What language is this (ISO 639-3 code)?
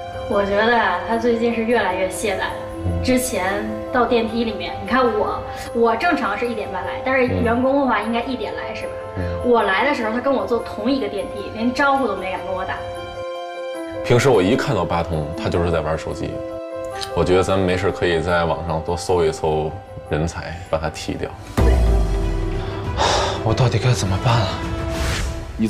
zho